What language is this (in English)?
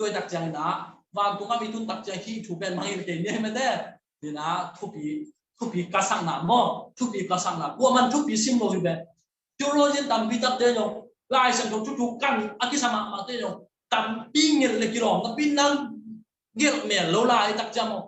Tedim Chin